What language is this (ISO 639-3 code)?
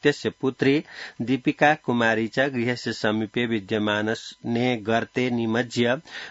san